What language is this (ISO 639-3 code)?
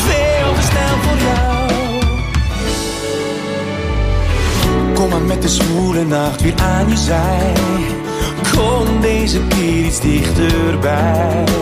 nld